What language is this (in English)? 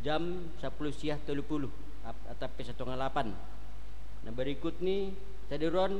Batak Simalungun